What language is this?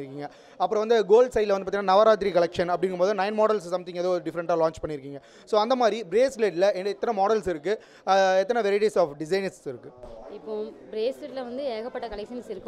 Tamil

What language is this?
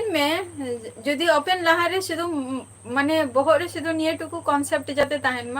Santali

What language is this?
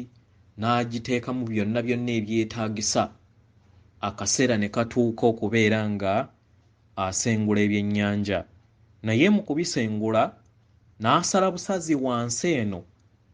Ganda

